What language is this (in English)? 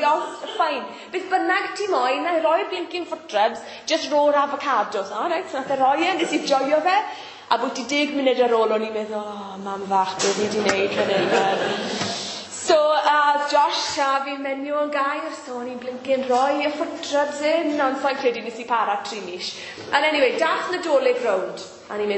Welsh